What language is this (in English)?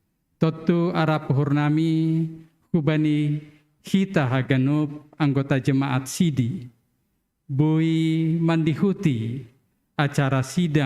Batak Simalungun